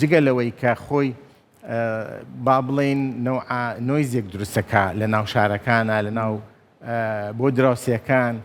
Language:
Central Kurdish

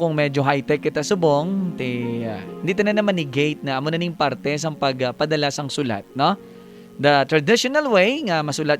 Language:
Hiligaynon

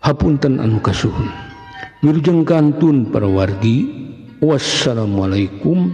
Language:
Sundanese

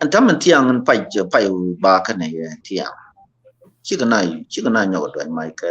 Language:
Nuer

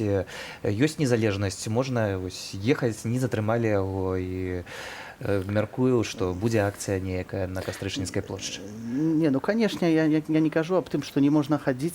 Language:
Belarusian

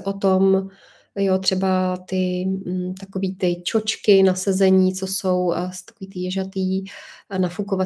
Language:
Czech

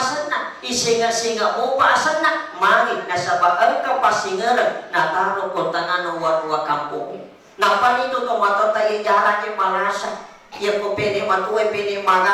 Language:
Buginese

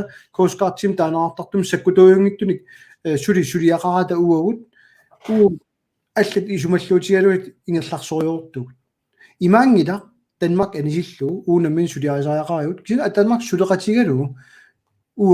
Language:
Kalaallisut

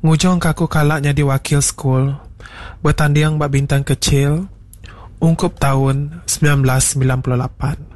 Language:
Iban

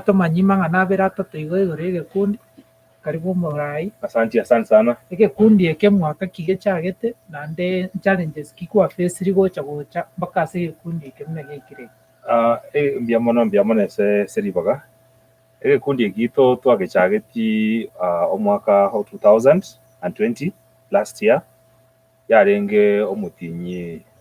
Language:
Gusii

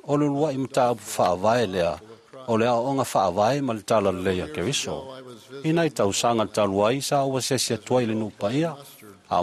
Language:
Samoan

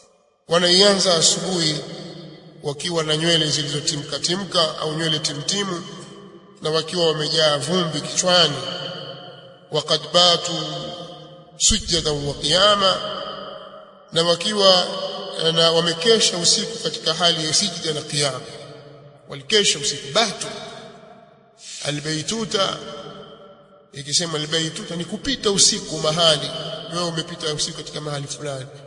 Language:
Swahili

